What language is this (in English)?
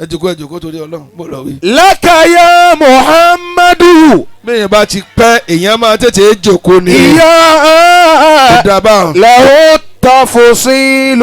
Yoruba